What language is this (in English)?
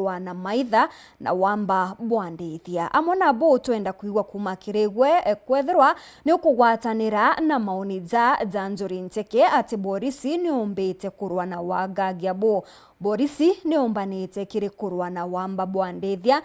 Meru